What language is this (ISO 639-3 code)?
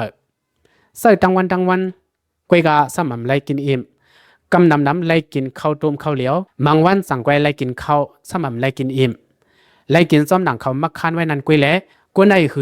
lao